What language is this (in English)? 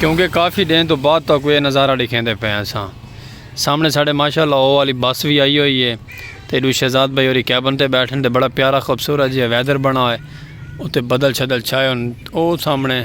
Saraiki